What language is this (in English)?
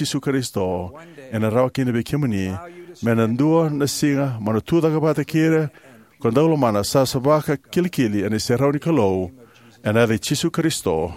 Fijian